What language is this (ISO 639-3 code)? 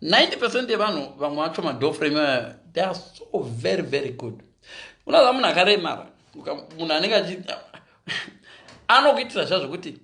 sna